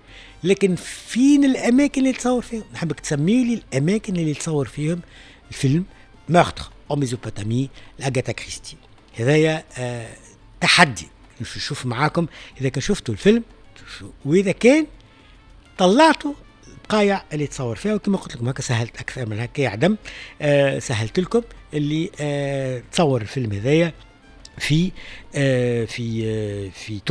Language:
Tunisian Arabic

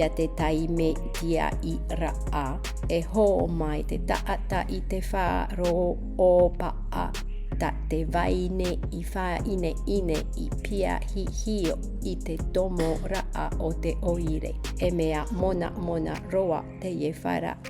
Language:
Tahitian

